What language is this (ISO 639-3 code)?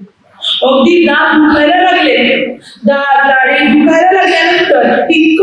mar